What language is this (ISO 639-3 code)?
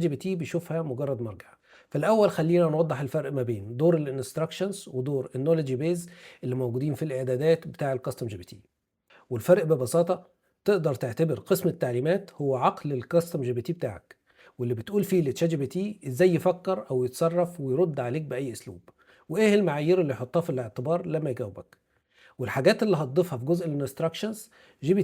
arz